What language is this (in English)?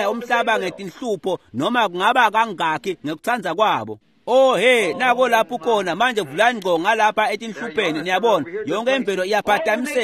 Swati